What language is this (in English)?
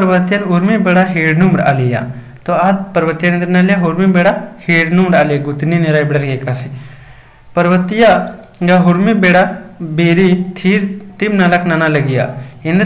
Kurukh